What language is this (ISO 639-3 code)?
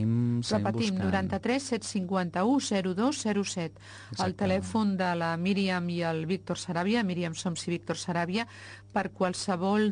cat